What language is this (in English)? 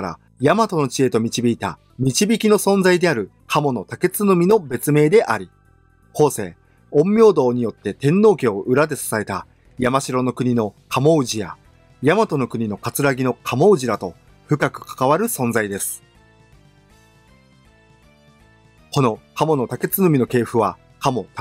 Japanese